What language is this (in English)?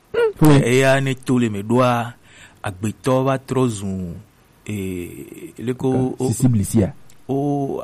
Gen